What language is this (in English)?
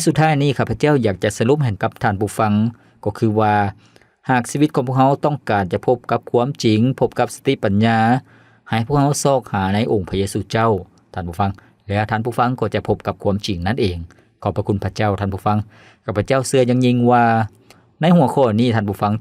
Lao